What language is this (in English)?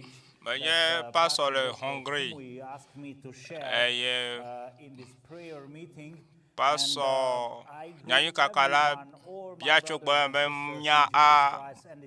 Ewe